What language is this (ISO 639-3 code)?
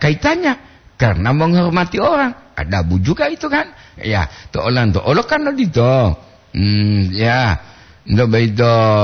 gor